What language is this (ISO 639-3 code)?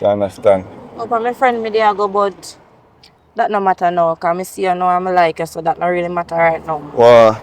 jam